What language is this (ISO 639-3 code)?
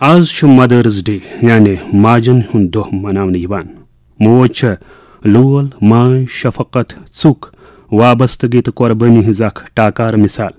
kas